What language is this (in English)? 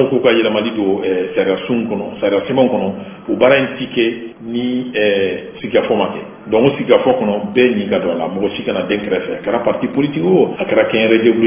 Bambara